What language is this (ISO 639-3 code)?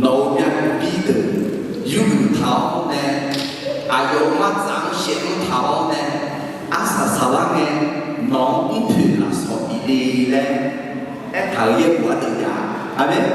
ahk